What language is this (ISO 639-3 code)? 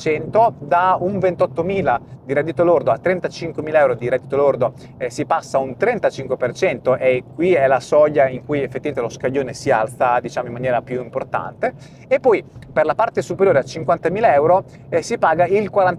ita